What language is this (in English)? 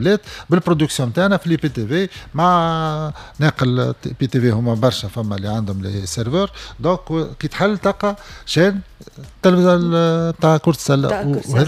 Tunisian Arabic